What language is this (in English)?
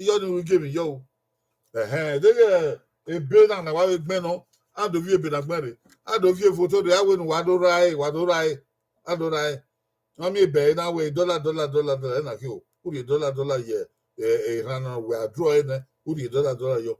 Bini